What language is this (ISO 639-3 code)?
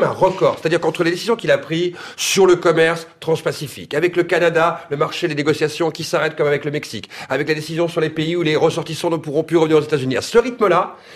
fra